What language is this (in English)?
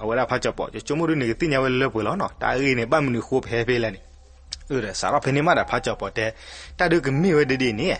S'gaw Karen